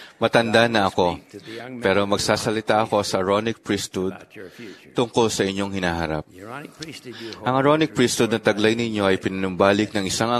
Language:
Filipino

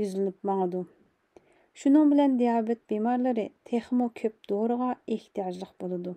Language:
Uyghur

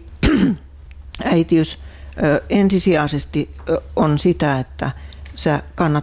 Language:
Finnish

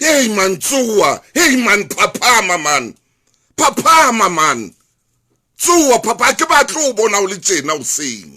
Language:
Southern Sotho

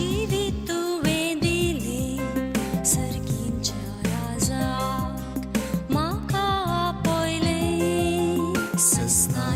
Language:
Konkani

